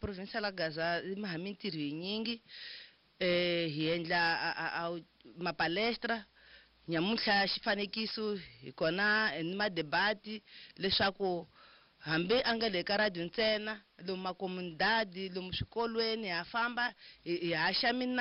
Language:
Tsonga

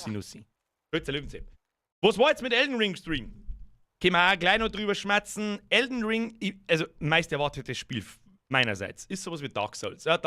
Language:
Bavarian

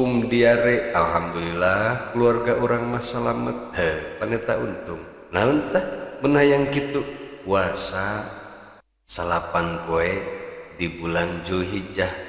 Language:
Sundanese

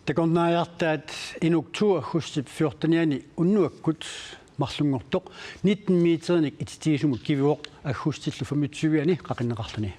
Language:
Kalaallisut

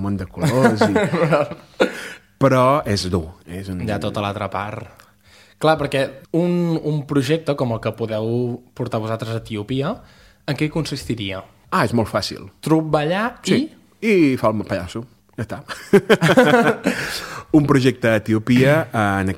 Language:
Catalan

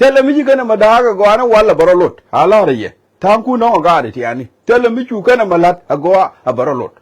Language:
Nuer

